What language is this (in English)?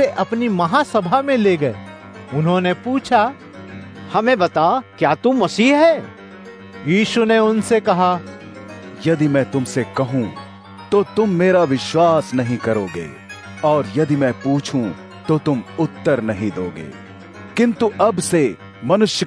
Hindi